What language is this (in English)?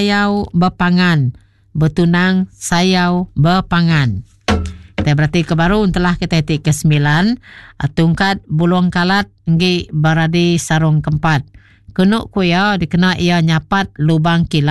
Iban